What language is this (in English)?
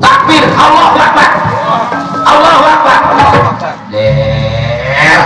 Betawi